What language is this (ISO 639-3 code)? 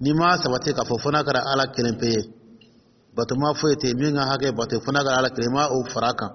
dyu